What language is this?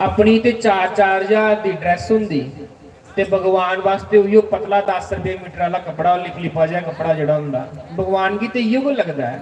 Dogri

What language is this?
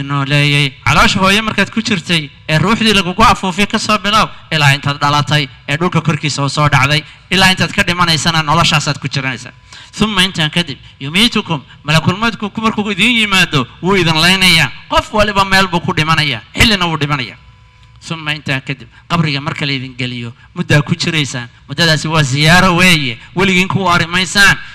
Somali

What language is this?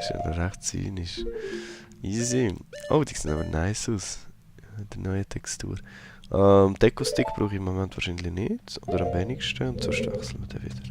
Swiss German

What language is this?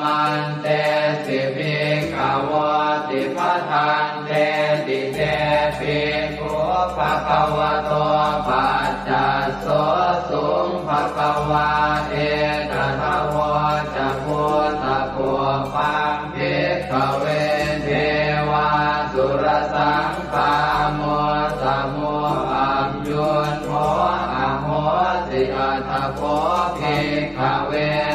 Pali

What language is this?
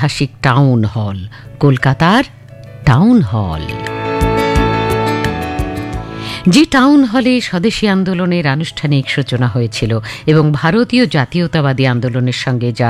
Bangla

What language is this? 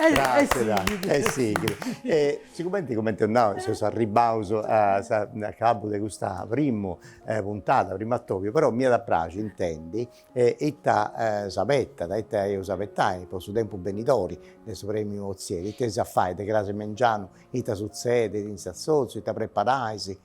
Sardinian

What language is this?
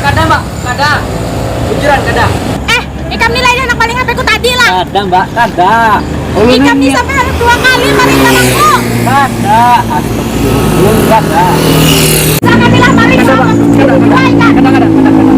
Banjar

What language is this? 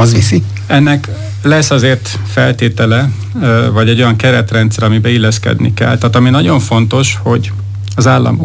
Hungarian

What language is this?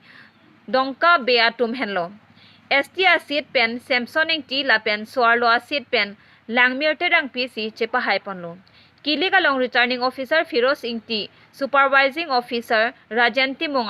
Karbi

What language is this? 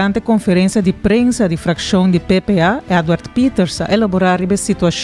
Papiamento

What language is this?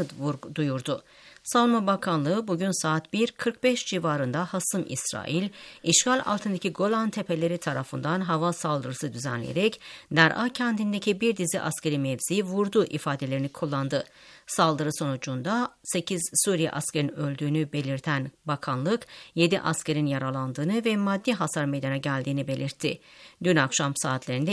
Turkish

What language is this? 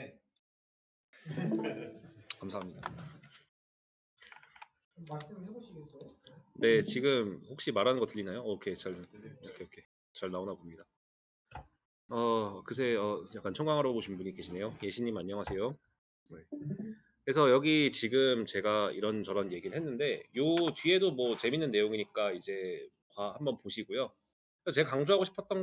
Korean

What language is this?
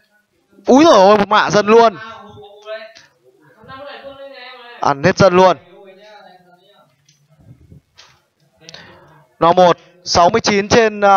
Vietnamese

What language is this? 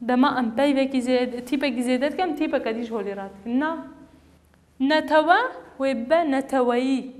Kurdish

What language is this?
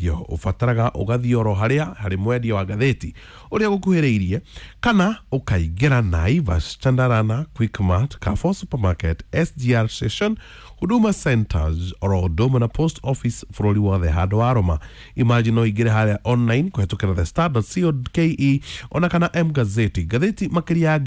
Kikuyu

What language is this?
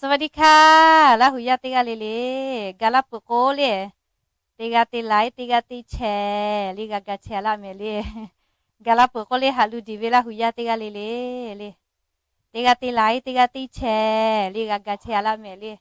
Lahu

